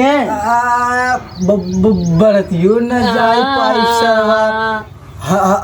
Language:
Awadhi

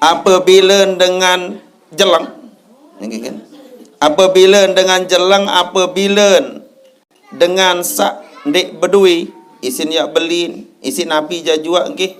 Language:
Sasak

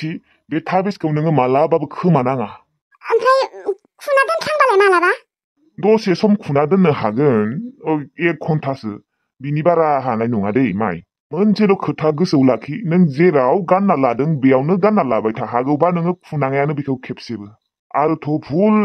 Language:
Bodo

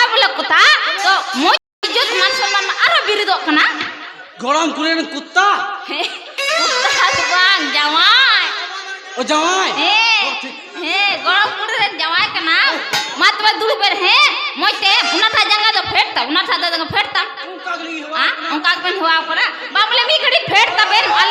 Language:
Santali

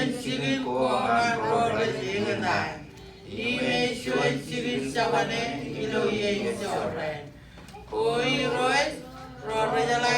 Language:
Marshallese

